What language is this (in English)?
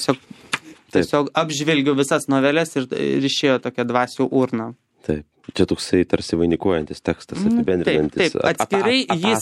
Lithuanian